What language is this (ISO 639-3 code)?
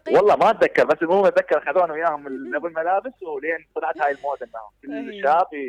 acm